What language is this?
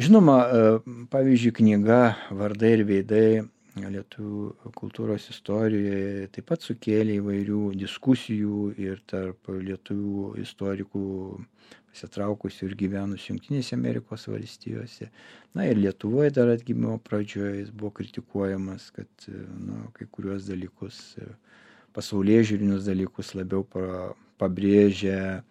Lithuanian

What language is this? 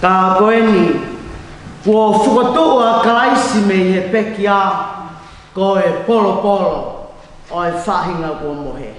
Tongan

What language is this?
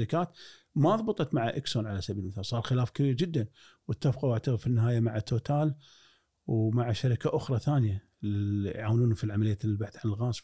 Gulf Arabic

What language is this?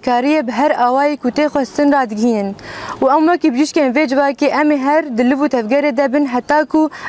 Kurdish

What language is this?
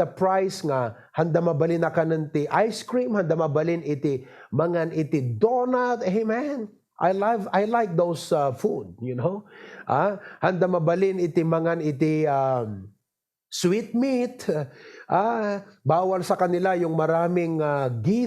Iloko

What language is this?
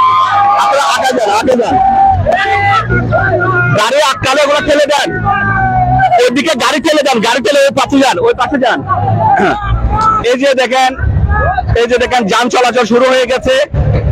Bangla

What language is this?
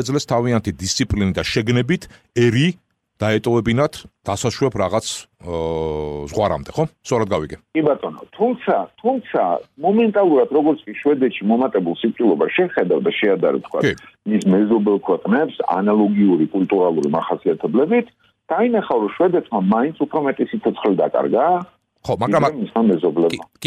Georgian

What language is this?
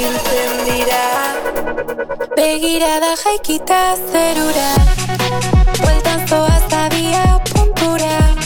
Basque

